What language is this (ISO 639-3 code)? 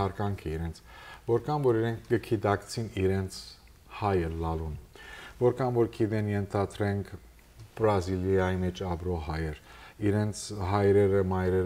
hyw